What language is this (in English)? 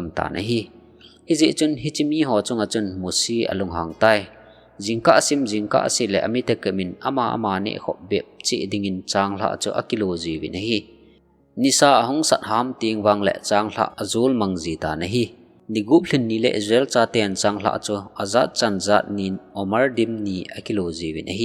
Thado Chin